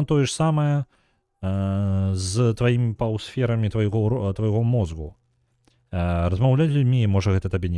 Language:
Belarusian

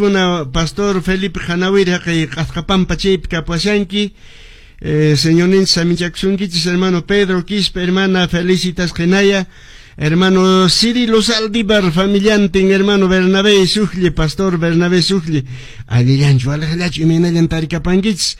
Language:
Quechua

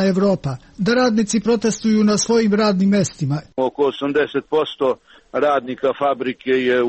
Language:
Serbian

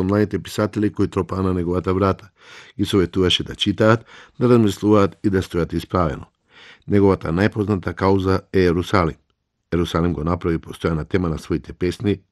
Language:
Macedonian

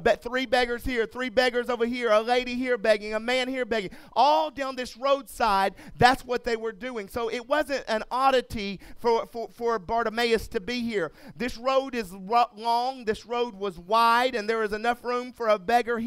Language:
English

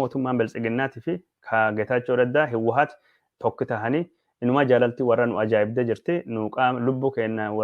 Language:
Oromo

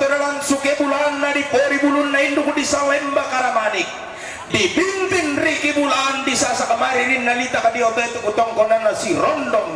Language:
Toraja-Sa'dan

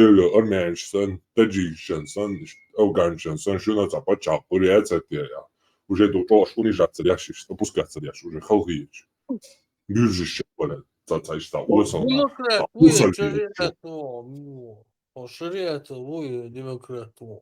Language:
Chechen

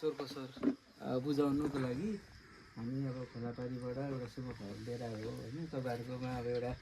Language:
Nepali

